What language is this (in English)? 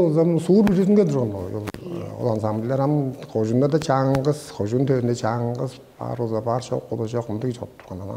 Tuvinian